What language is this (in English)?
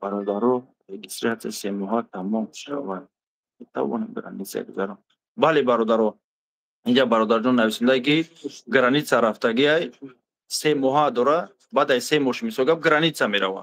Tajik